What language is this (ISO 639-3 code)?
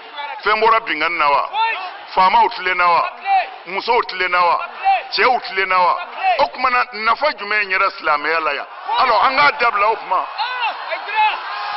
bam